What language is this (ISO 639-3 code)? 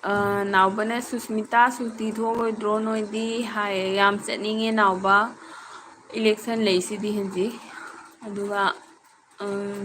mni